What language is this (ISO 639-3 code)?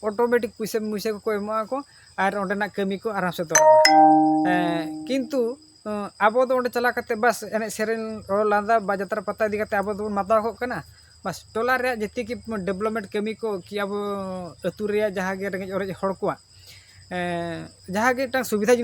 sat